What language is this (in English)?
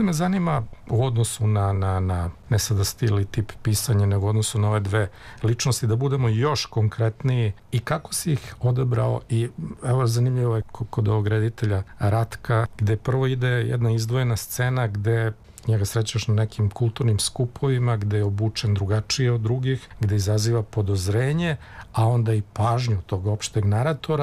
Serbian